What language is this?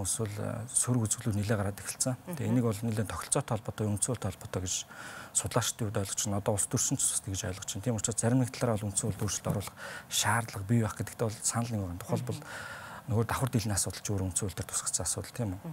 Mongolian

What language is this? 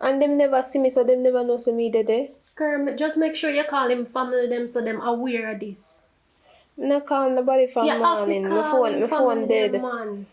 Jamaican Creole English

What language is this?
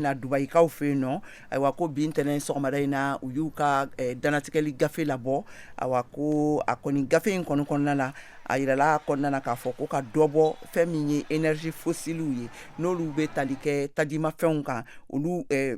Bambara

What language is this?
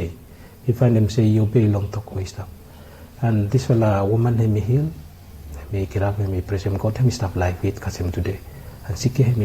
Bislama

